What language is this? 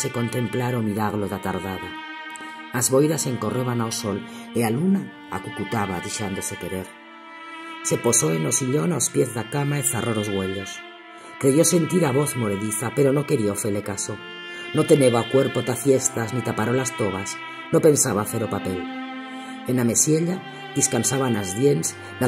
Aragonese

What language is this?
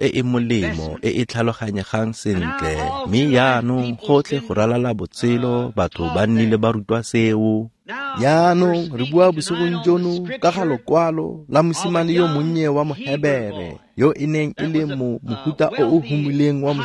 Tswana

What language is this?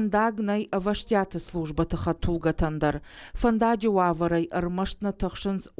Ossetic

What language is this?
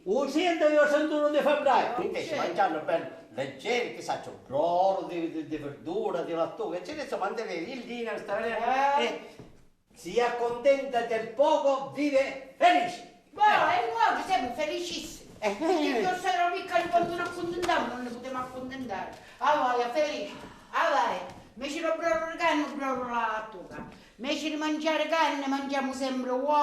Sicilian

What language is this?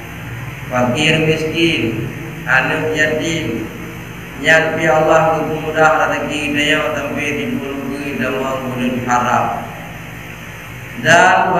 Malay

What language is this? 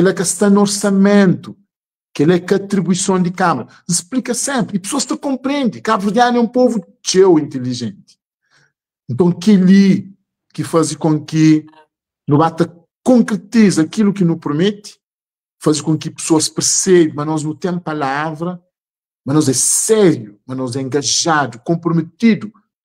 Kabuverdianu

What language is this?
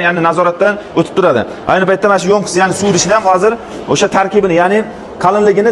Uzbek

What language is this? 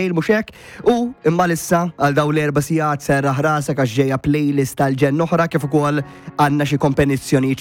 Maltese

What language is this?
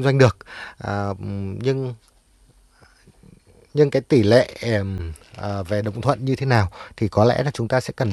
Vietnamese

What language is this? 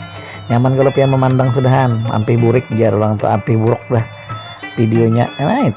Banjar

